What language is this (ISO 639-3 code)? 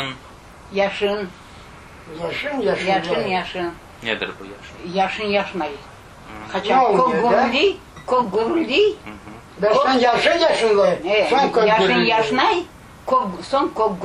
crh